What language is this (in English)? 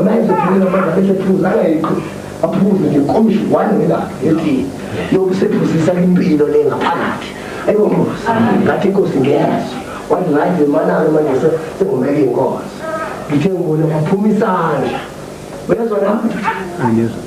Zulu